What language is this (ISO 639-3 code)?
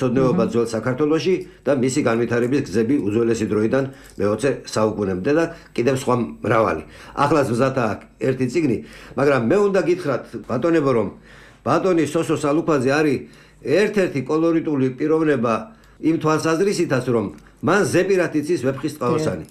kat